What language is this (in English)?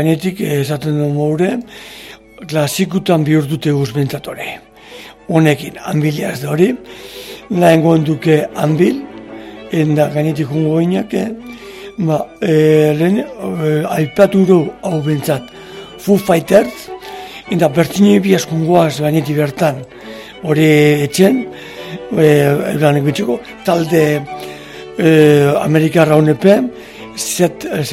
Basque